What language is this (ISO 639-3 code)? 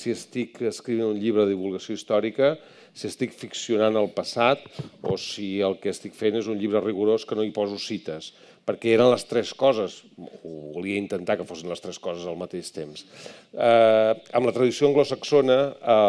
cat